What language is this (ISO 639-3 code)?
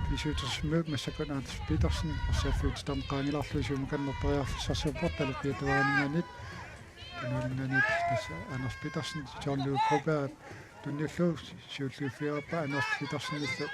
kal